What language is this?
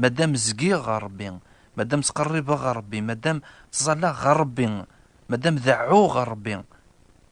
Kabyle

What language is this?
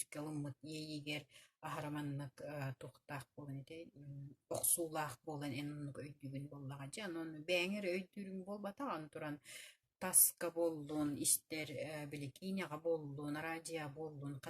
Yakut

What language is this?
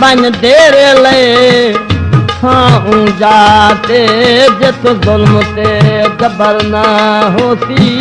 Saraiki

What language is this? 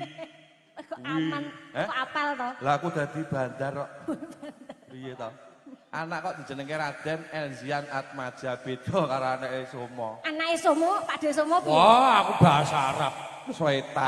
Javanese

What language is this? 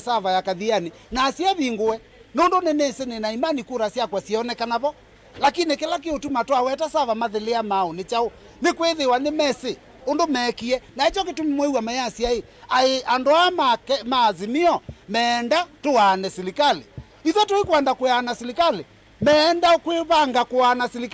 Kamba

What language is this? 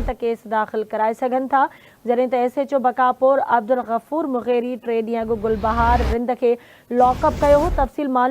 Sindhi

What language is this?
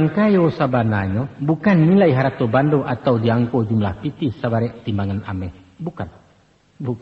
Minangkabau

